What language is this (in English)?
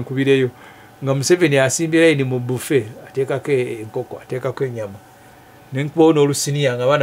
Ganda